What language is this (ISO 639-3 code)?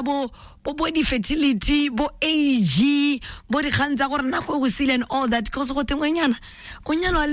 tsn